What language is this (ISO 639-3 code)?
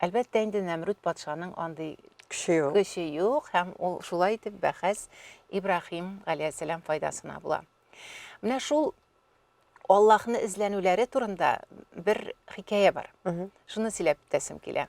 tat